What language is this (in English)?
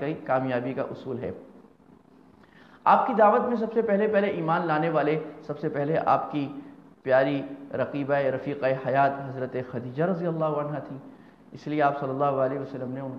Urdu